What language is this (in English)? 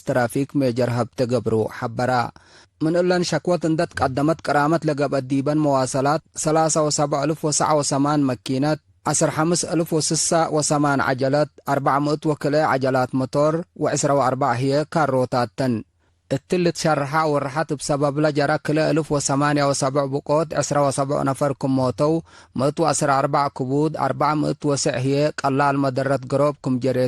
Tigre